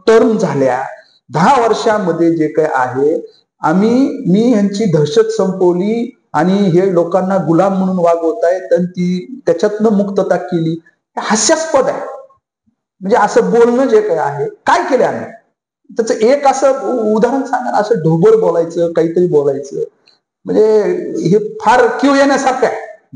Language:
Marathi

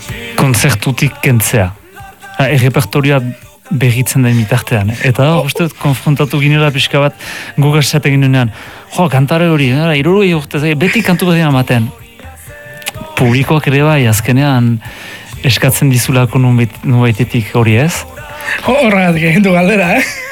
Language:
Basque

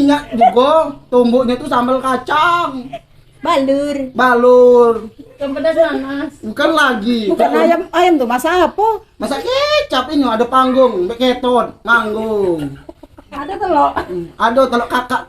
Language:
Musi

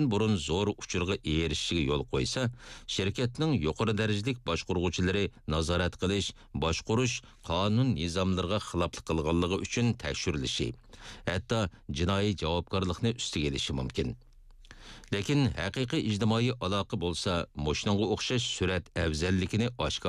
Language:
Uyghur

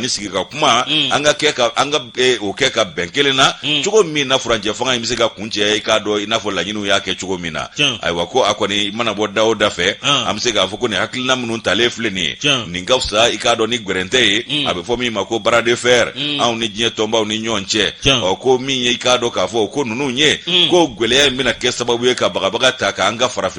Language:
Bambara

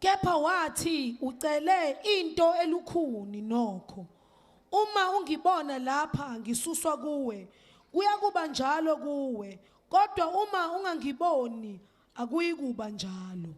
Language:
Zulu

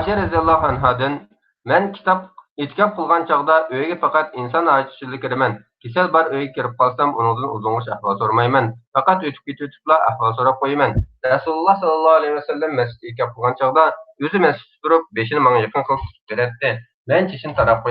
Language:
Uyghur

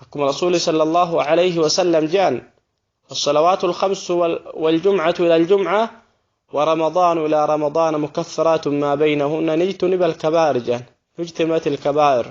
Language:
Oromo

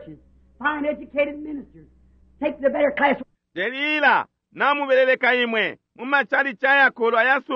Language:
Bemba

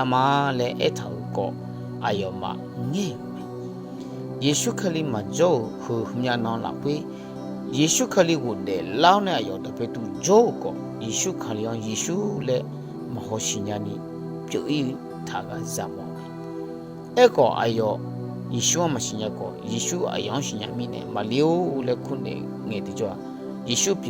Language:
Akha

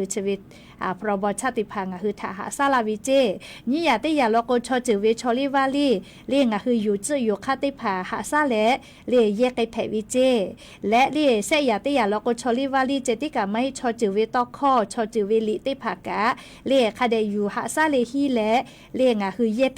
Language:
Lahu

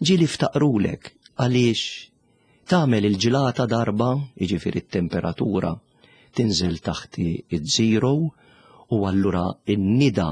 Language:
Maltese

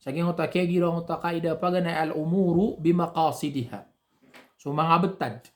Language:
Maranao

